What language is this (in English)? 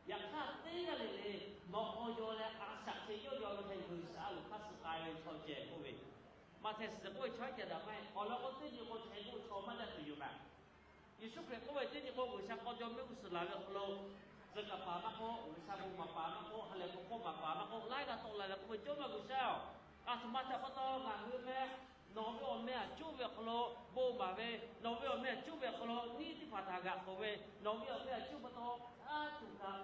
Lahu